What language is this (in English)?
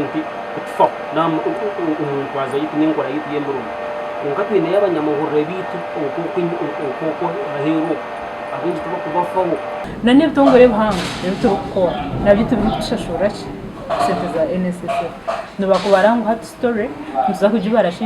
Nyankole